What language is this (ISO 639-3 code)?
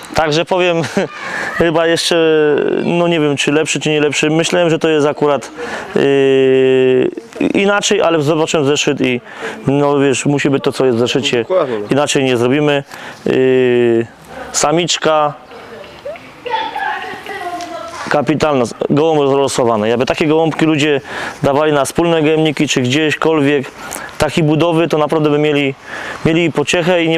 pol